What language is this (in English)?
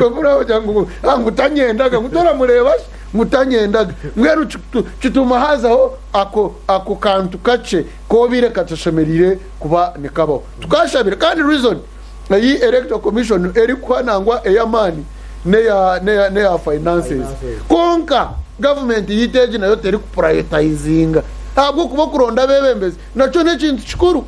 Nyankole